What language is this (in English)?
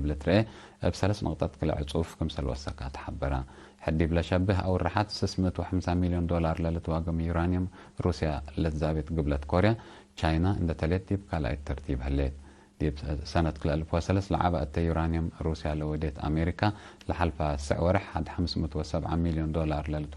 Tigre